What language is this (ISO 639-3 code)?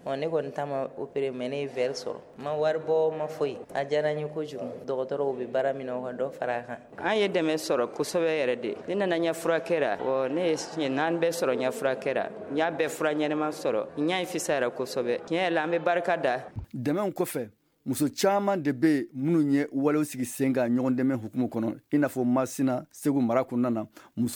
bam